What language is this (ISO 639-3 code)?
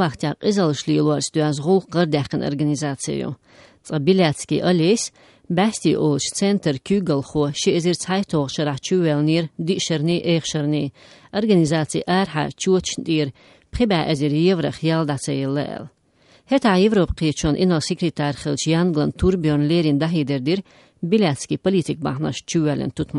che